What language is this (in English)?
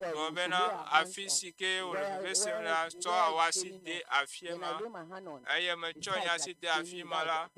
Ewe